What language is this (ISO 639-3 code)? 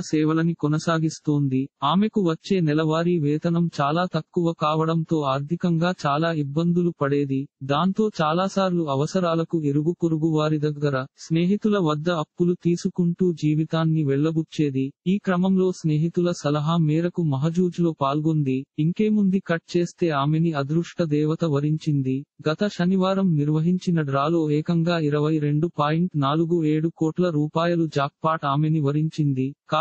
tel